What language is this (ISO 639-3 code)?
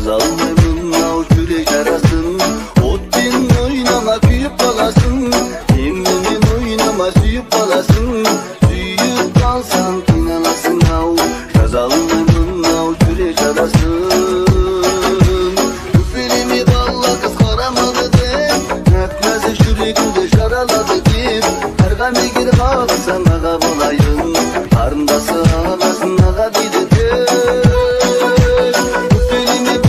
kaz